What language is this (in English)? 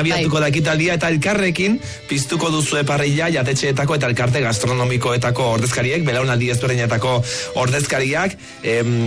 Basque